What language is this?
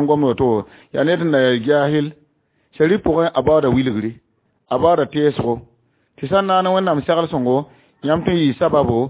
Mossi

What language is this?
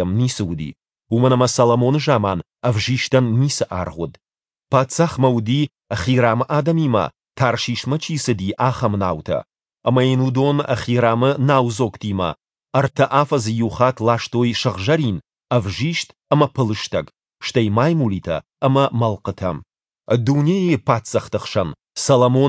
Ossetic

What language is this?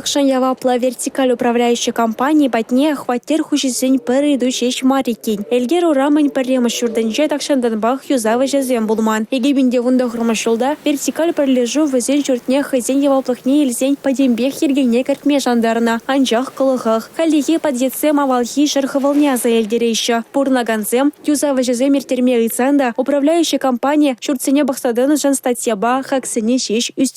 Chuvash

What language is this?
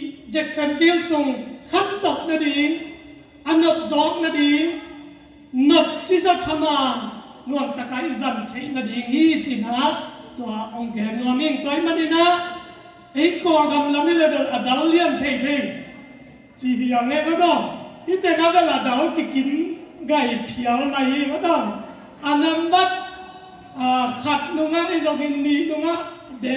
Tedim Chin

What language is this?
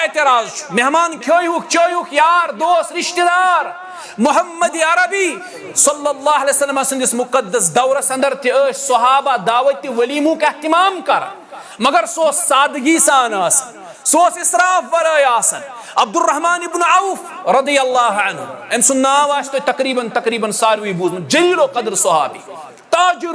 Kashmiri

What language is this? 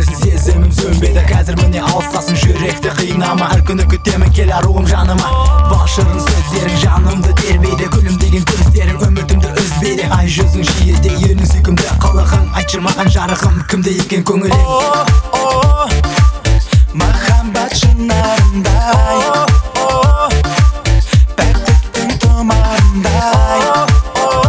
Kazakh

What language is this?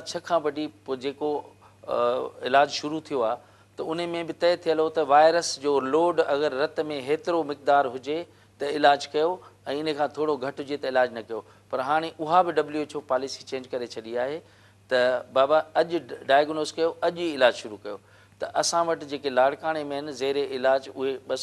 Sindhi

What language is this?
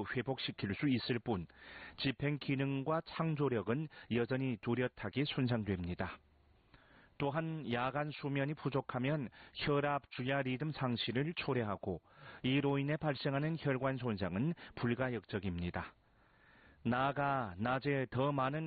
Korean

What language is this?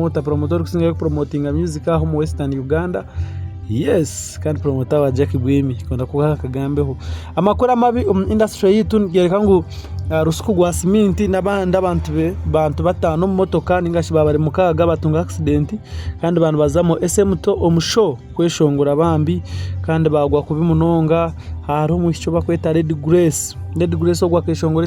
Nyankole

